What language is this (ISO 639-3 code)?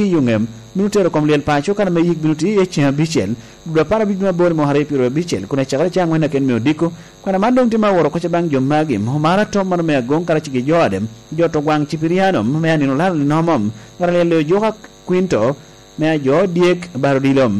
laj